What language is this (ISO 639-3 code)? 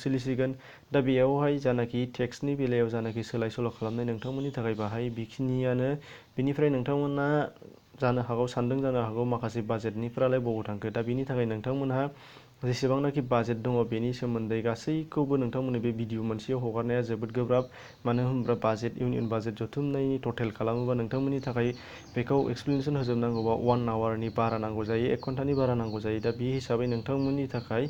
brx